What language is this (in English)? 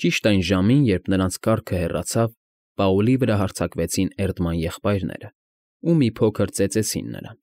Armenian